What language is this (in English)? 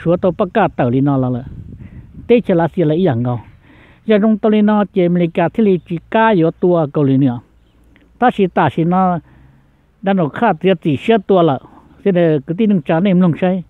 Hmong